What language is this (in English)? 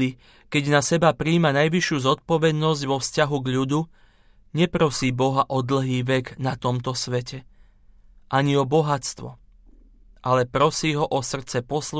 Slovak